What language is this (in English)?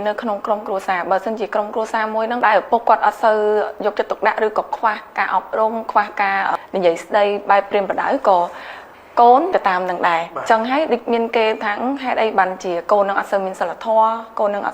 Khmer